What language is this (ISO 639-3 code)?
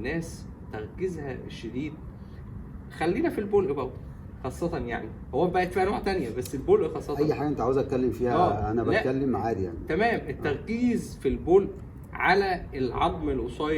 arz